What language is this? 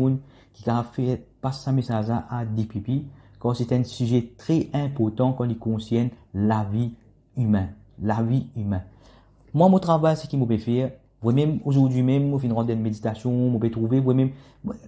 Morisyen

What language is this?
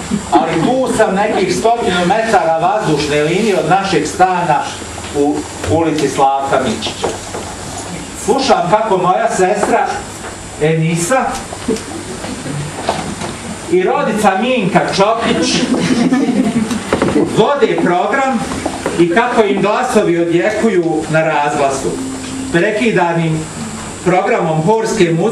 Bosnian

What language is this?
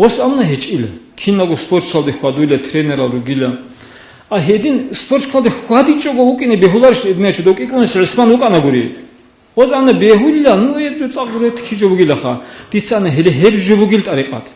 Avaric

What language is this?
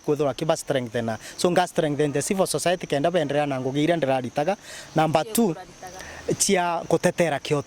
Meru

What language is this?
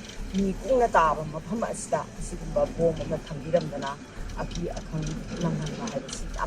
Manipuri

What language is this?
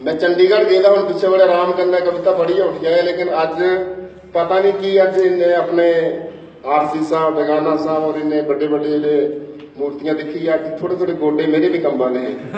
Dogri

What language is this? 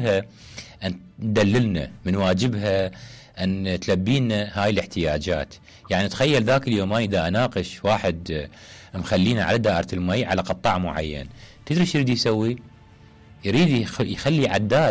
Mesopotamian Arabic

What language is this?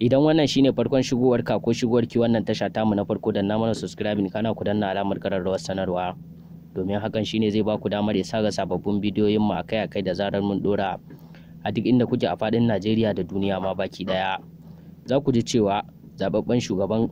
Hausa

